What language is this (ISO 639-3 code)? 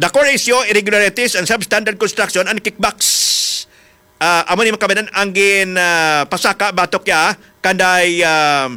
hil